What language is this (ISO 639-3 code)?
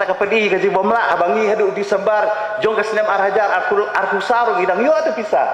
kha